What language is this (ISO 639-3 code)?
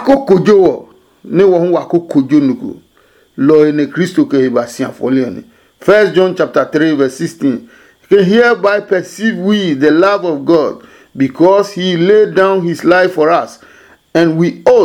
ada